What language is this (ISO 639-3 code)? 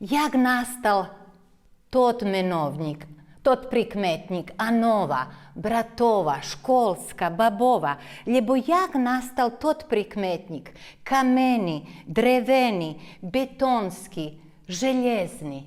rue